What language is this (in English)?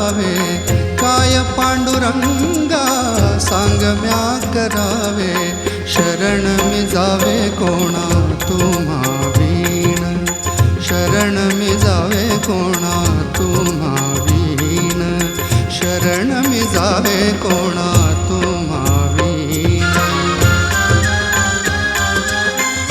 Marathi